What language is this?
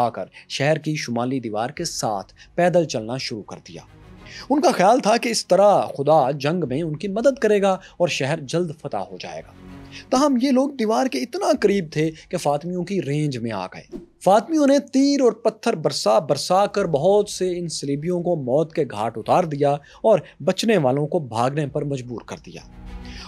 Urdu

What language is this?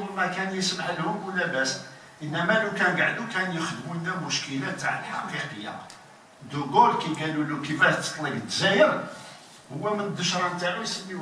Algerian Arabic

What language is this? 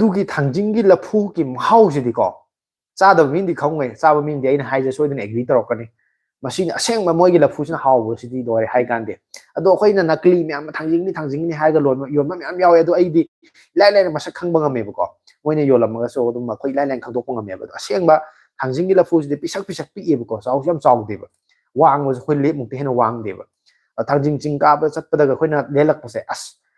Manipuri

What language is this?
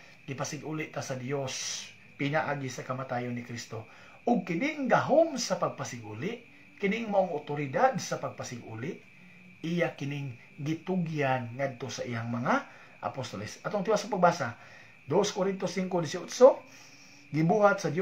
Cebuano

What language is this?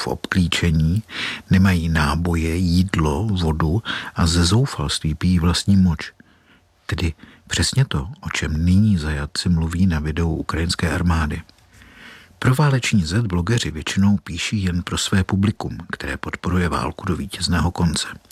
Czech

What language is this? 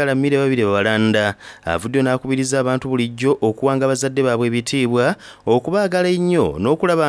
Soga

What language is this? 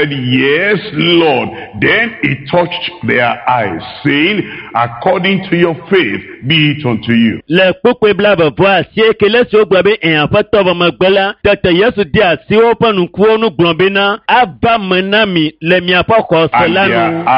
Ewe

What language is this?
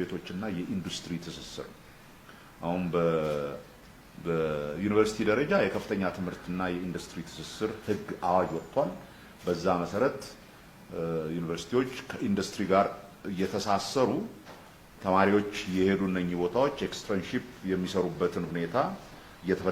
Amharic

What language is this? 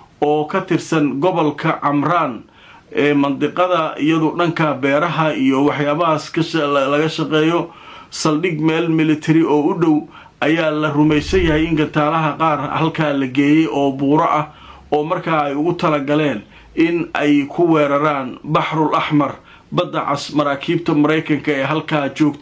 Somali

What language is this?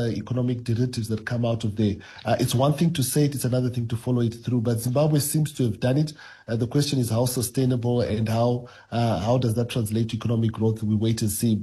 English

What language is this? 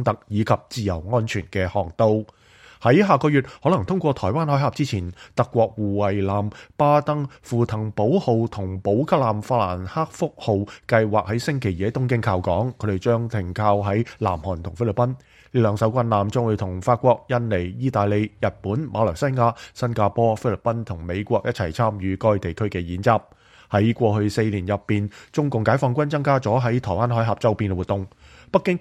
Cantonese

